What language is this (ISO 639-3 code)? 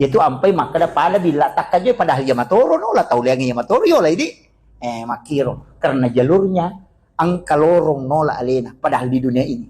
bug